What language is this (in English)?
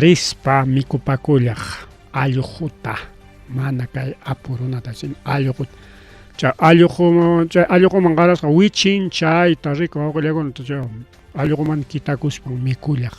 Ayacucho Quechua